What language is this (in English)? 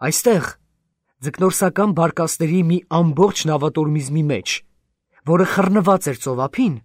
Armenian